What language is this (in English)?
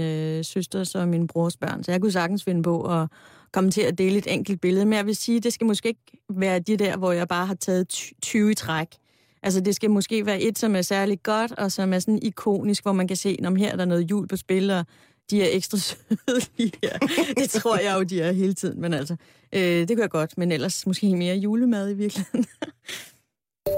Danish